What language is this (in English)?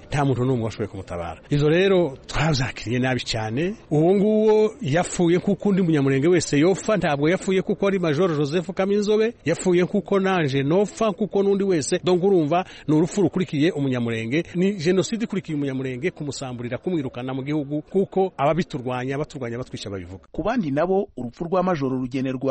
Kinyarwanda